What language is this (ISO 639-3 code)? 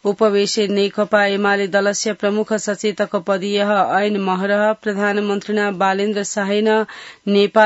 san